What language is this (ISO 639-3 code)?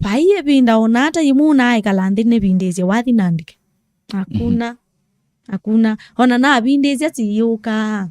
kam